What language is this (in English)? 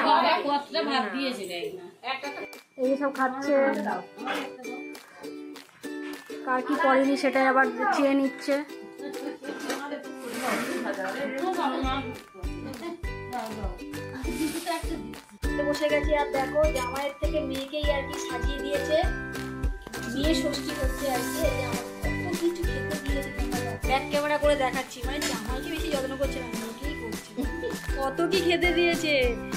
Bangla